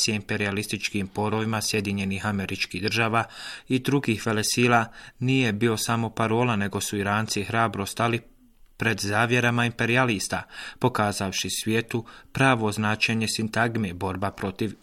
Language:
Bosnian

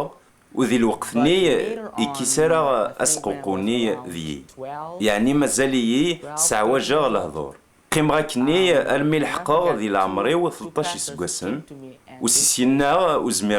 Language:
Kabyle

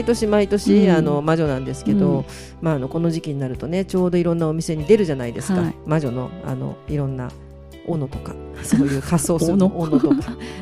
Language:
Japanese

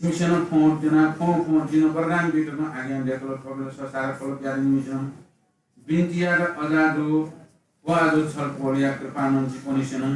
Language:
Newari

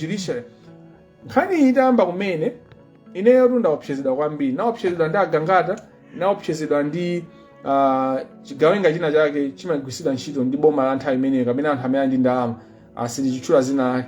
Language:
Nyanja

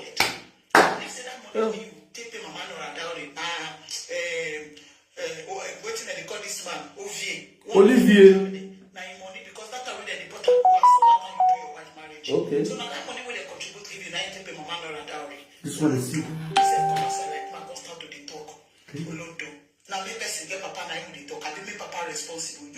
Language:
Nigerian Pidgin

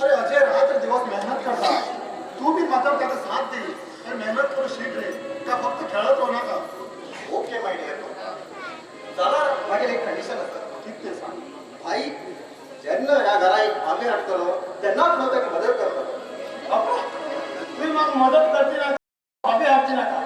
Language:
Konkani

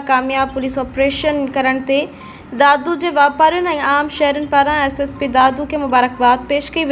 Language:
Sindhi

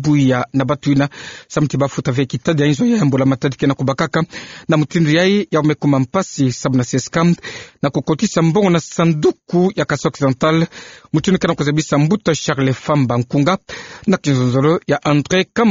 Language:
Kituba (Democratic Republic of Congo)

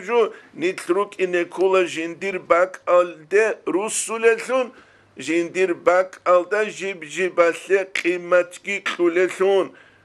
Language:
Avaric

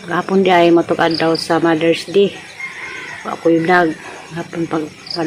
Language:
Cebuano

